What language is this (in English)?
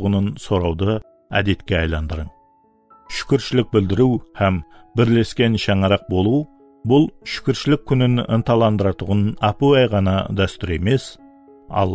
Kara-Kalpak